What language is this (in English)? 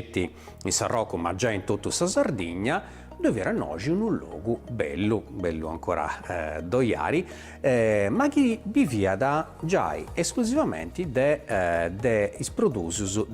Sardinian